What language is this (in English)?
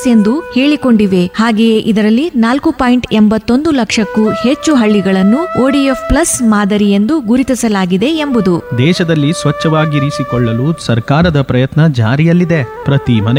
Kannada